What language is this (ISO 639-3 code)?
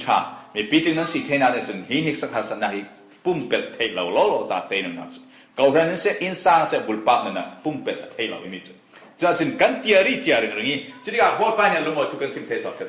cfm